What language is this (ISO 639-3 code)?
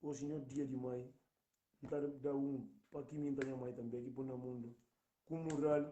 kea